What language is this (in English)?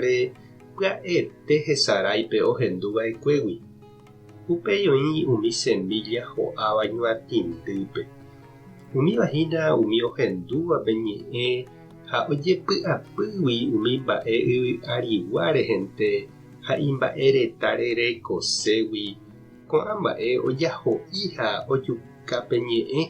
Guarani